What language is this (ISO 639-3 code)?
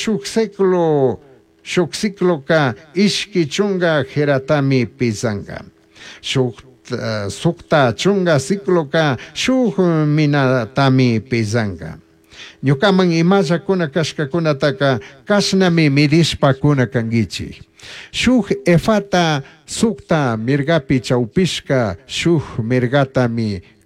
qug